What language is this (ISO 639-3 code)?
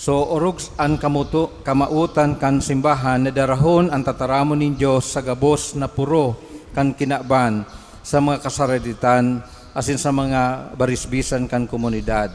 bik